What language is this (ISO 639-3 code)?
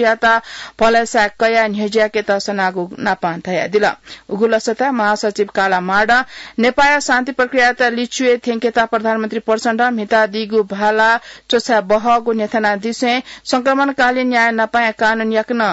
new